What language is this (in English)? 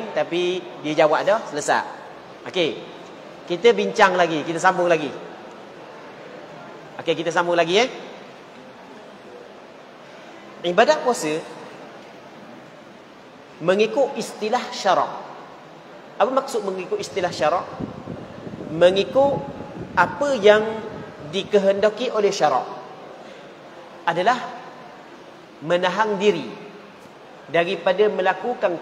Malay